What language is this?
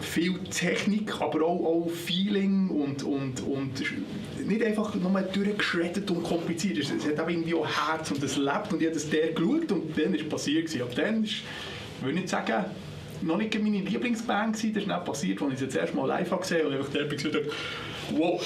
Swiss German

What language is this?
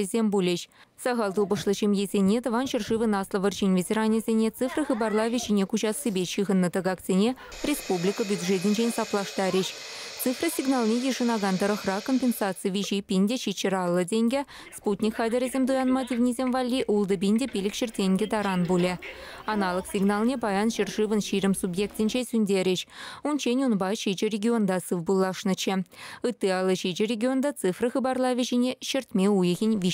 Chuvash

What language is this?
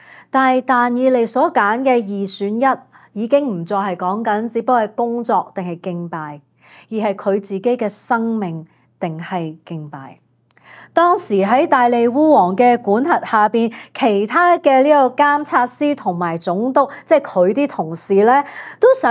Cantonese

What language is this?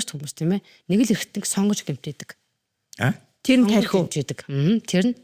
Mongolian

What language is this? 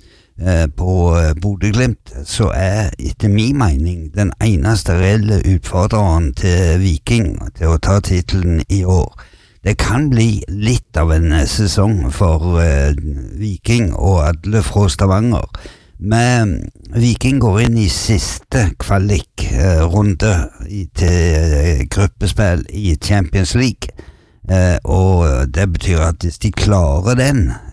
Norwegian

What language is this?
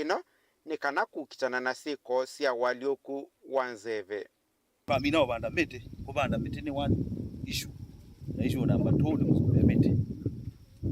Kamba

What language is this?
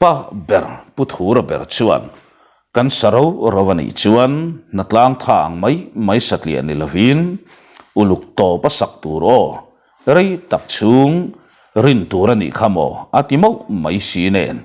Mizo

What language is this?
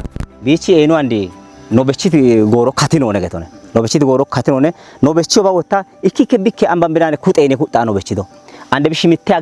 Kafa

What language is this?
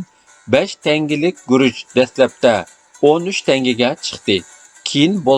Uyghur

